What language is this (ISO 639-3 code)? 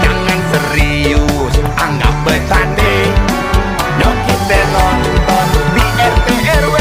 bew